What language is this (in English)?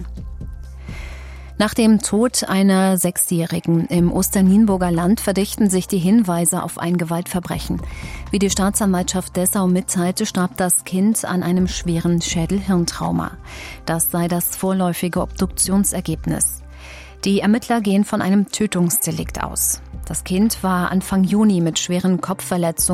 German